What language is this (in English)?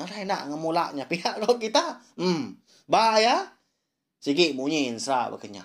Iban